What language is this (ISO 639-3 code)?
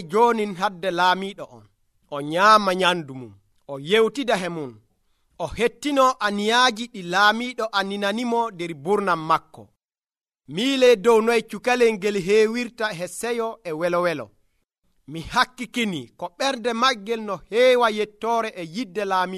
fuv